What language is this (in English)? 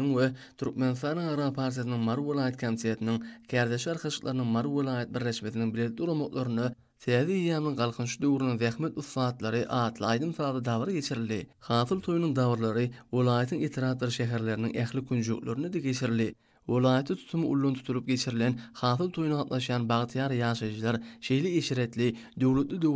Turkmen